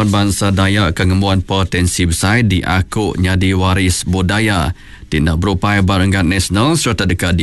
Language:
Iban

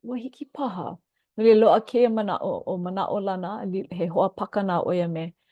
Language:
Hawaiian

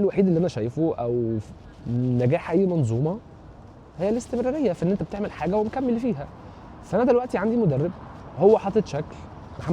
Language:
Egyptian Arabic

